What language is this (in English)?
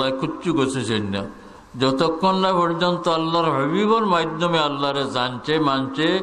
Sylheti